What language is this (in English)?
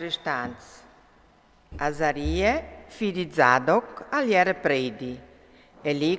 Friulian